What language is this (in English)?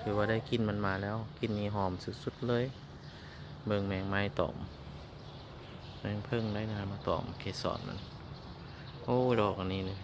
Lao